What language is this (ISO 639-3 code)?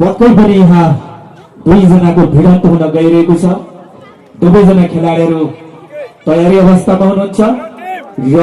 nep